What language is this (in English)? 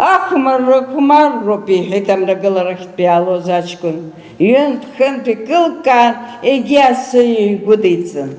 Abkhazian